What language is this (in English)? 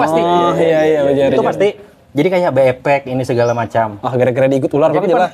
Banjar